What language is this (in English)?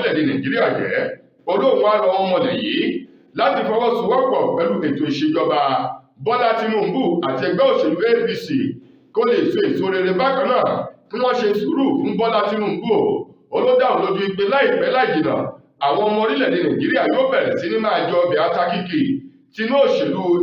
Yoruba